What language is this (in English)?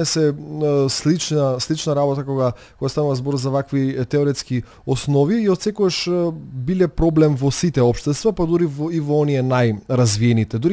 Macedonian